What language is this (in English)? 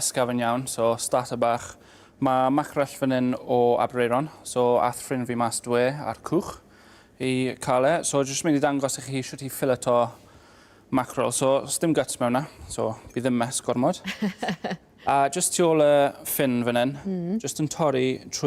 Welsh